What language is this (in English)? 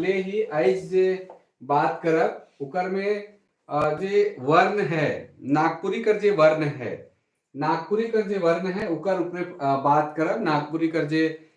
Sadri